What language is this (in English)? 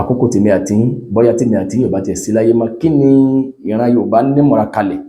Yoruba